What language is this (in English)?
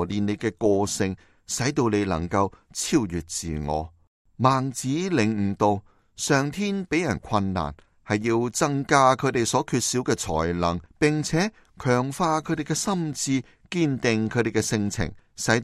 Cantonese